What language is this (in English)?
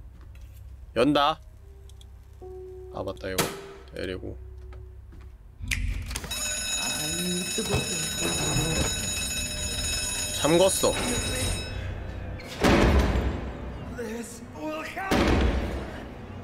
Korean